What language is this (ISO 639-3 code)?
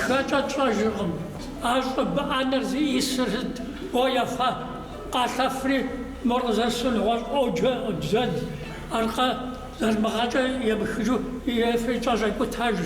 kbd